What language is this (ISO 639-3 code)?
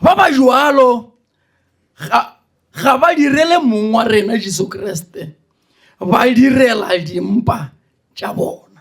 nso